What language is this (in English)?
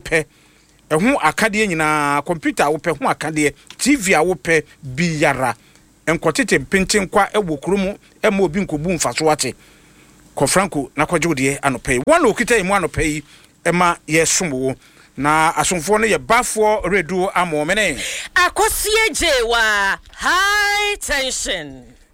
Akan